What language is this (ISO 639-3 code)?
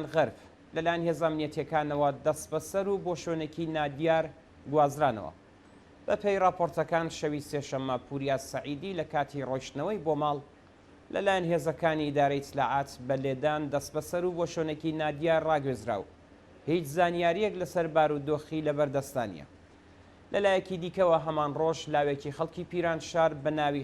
ckb